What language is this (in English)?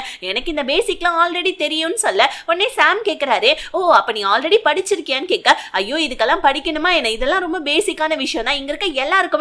Tamil